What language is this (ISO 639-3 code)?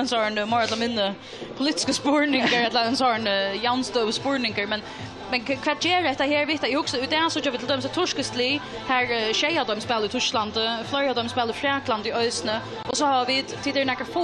fao